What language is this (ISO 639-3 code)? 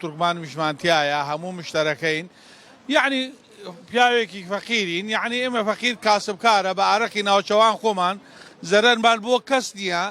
ckb